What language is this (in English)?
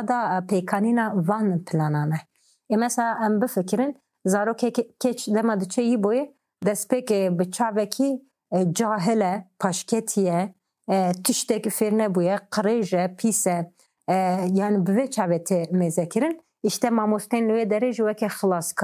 Kurdish